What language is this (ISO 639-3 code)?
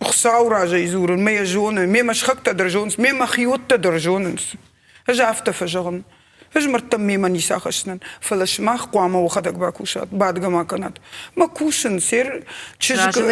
oss